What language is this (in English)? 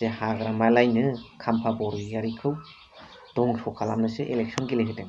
Bodo